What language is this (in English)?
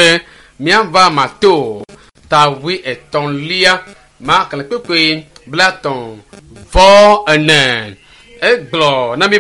Ewe